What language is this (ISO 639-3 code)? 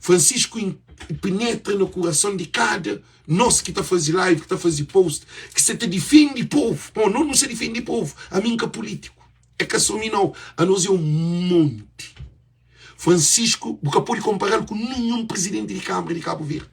kea